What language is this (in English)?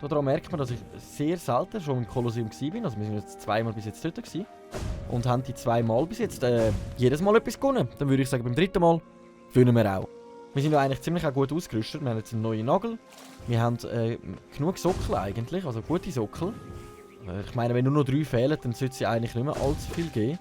Swiss German